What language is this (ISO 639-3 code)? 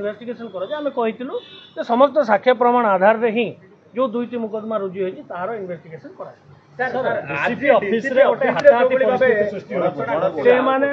ori